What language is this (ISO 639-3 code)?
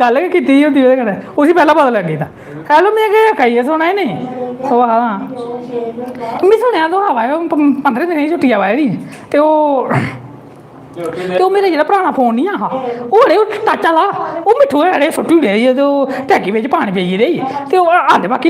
doi